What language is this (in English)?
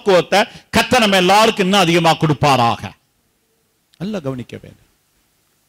Tamil